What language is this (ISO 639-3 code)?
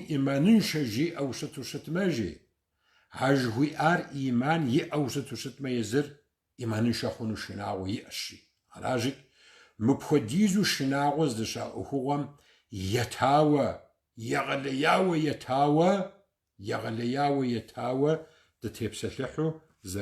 kbd